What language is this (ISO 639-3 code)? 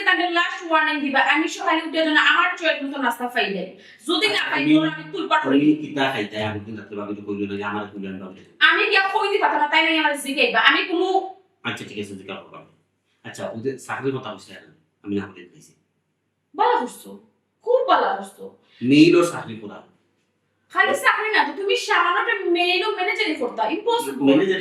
syl